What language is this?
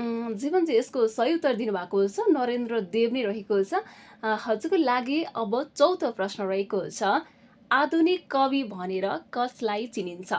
Nepali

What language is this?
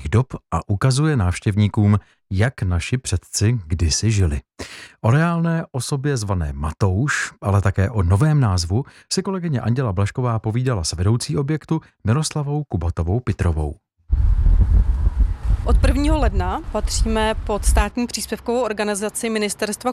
Czech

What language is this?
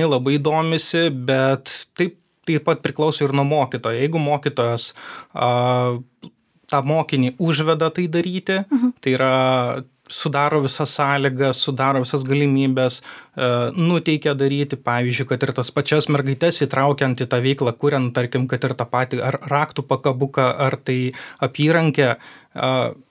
Lithuanian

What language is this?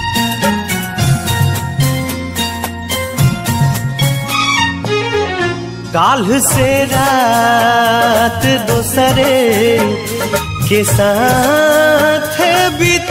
Bhojpuri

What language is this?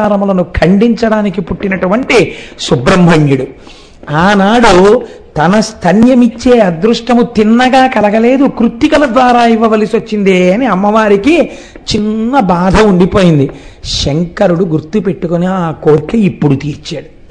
Telugu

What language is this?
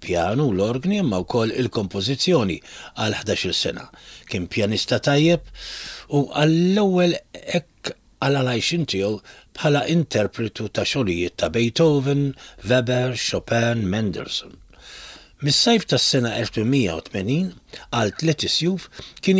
Maltese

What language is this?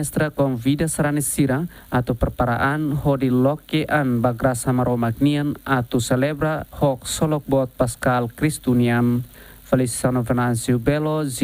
Tetum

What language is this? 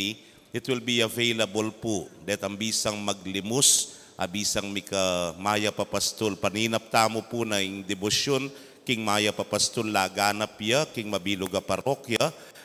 Pampanga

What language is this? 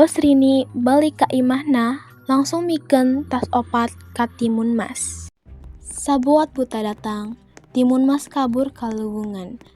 Sundanese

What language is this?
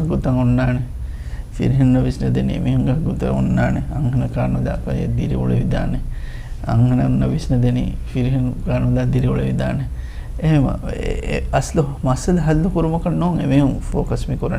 Divehi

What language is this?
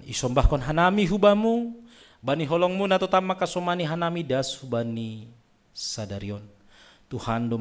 Batak Simalungun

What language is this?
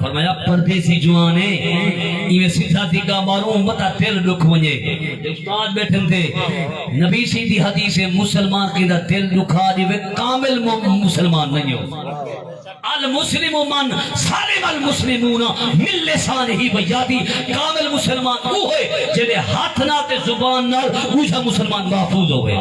Saraiki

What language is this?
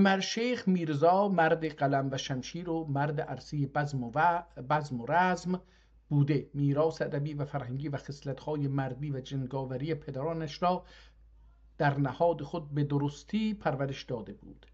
South Azerbaijani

